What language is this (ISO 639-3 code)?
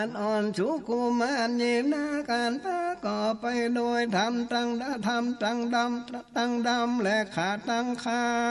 nod